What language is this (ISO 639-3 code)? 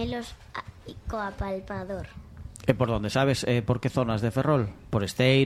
glg